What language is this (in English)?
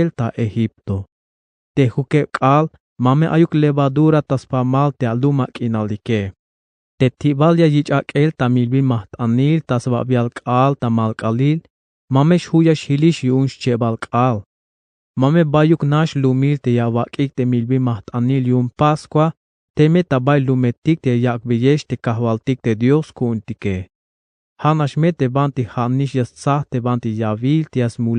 Tzeltal